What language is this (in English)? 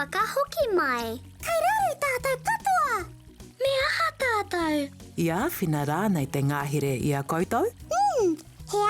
Māori